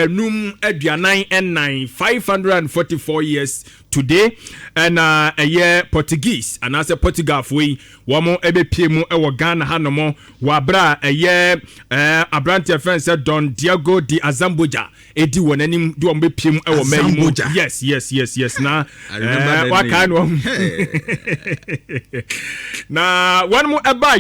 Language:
Akan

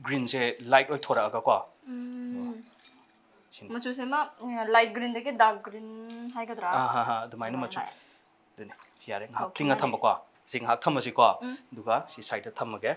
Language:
Manipuri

